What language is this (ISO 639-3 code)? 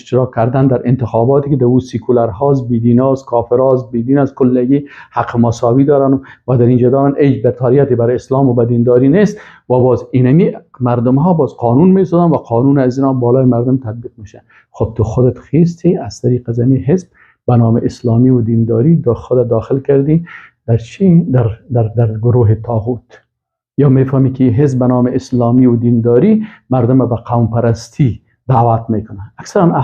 fas